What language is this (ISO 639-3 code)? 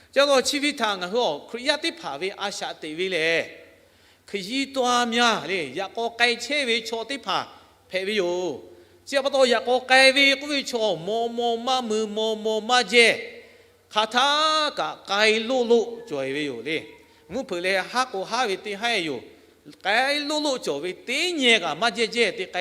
lhu